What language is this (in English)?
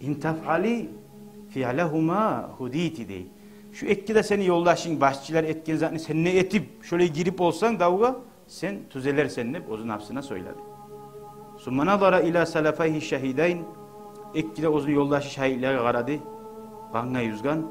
Kumyk